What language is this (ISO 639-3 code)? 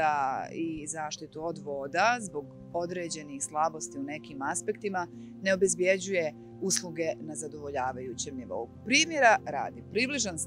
bos